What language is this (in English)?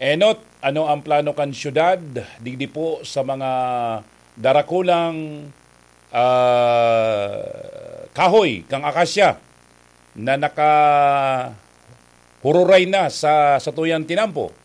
Bikol